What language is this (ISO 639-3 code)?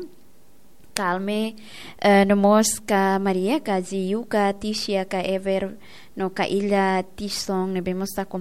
tet